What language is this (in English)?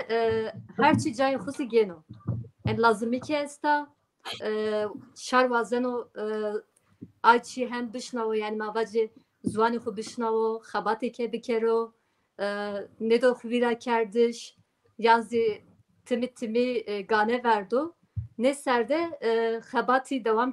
Zaza